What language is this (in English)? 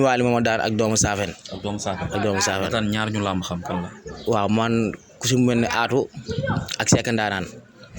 Wolof